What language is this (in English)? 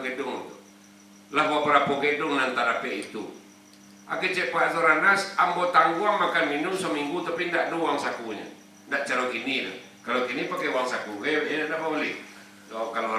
Minangkabau